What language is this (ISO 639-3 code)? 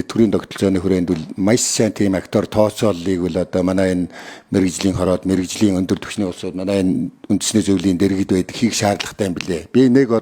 mon